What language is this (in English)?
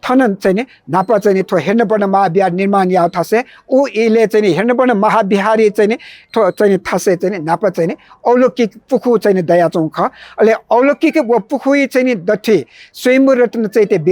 Newari